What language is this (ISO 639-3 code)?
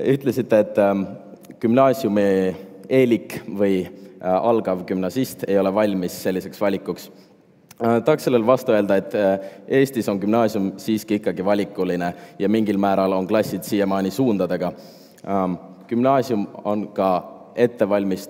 est